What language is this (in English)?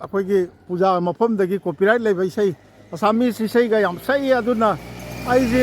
Manipuri